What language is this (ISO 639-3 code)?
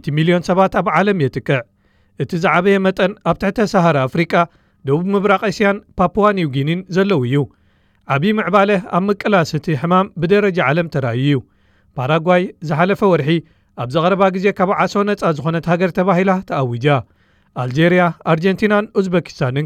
tir